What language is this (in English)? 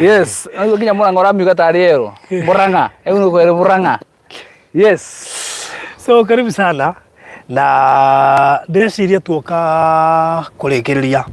Kikuyu